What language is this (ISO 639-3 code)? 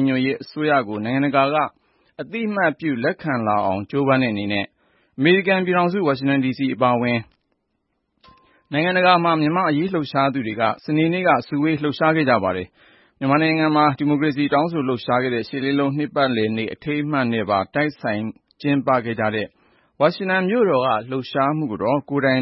mya